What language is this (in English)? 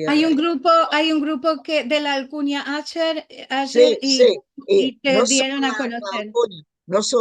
Ladino